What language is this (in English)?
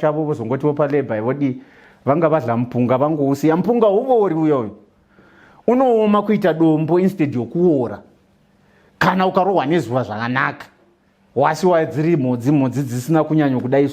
Shona